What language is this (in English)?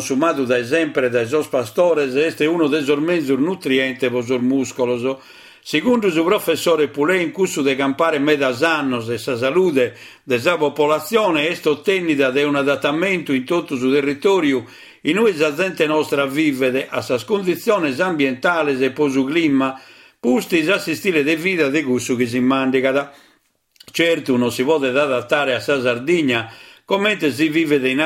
Sardinian